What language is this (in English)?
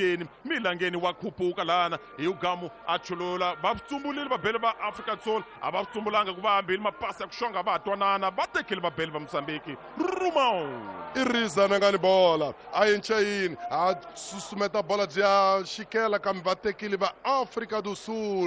Tsonga